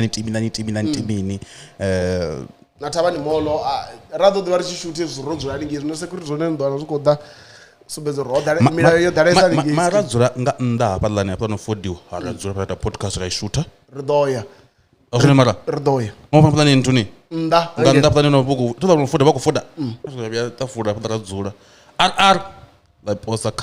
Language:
Venda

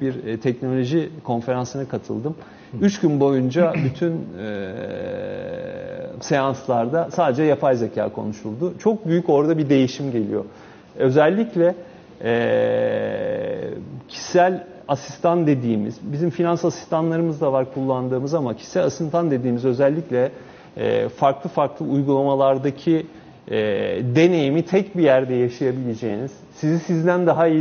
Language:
Turkish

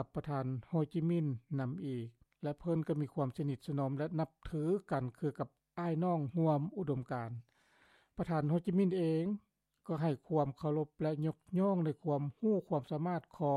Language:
Lao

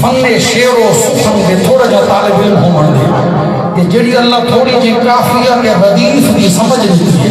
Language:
Saraiki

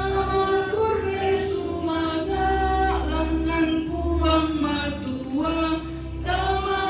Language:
Toraja-Sa'dan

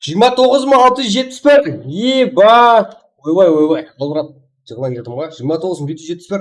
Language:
Kara-Kalpak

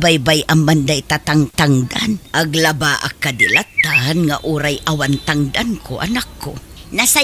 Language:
Iloko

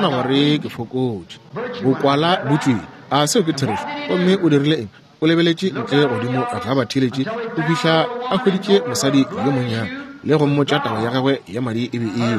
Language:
Northern Sotho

